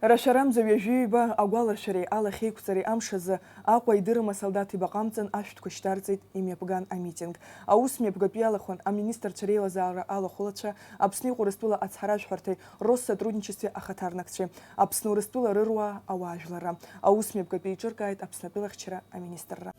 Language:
Abkhazian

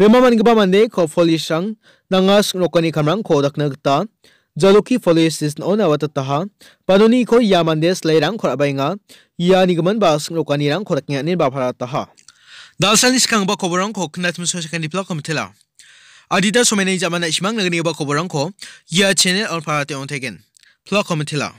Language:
Garo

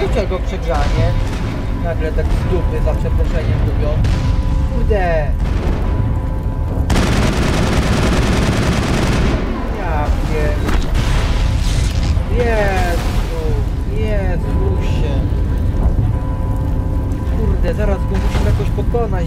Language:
Polish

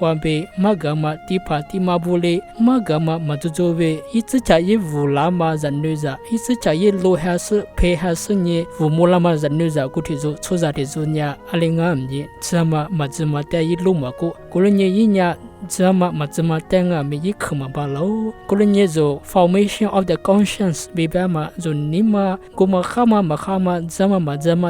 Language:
Lisu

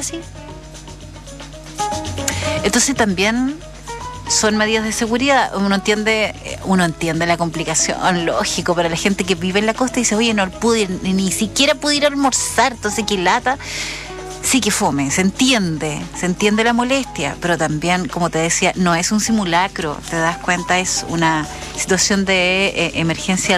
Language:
Spanish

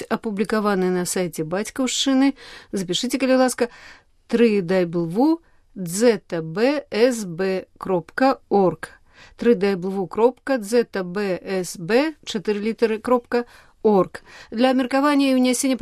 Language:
Belarusian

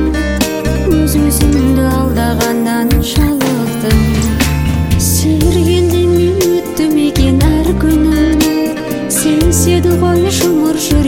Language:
Kazakh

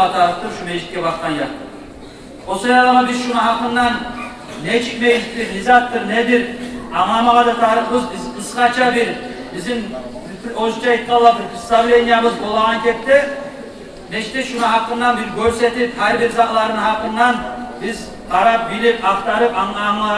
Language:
Kumyk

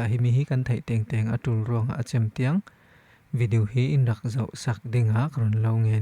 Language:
Falam Chin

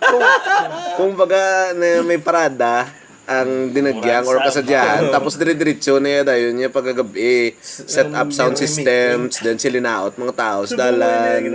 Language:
Hiligaynon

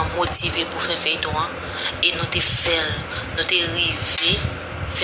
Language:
Haitian Creole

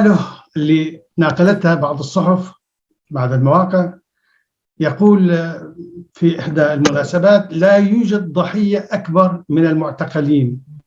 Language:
North Levantine Arabic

